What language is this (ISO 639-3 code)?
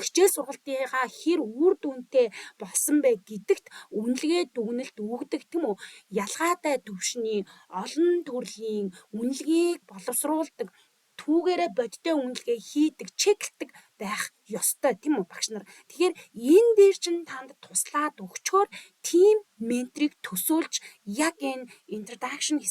mon